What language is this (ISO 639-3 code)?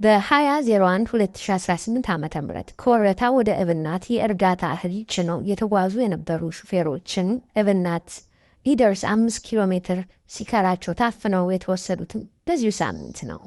amh